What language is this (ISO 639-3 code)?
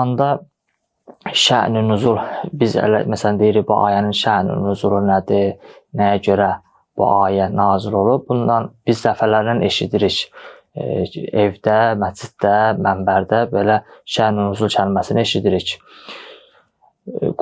aze